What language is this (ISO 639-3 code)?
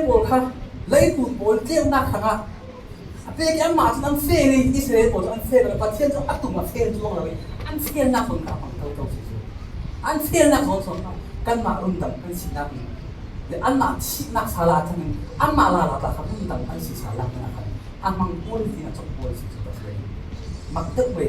cfm